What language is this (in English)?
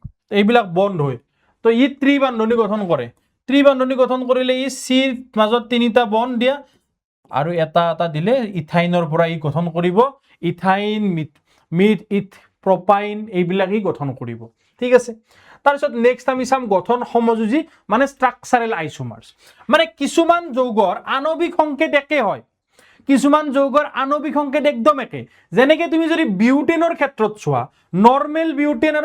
Assamese